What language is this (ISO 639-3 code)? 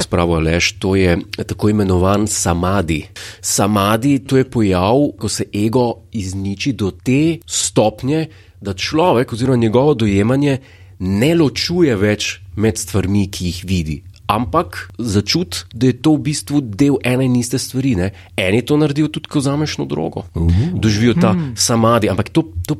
slv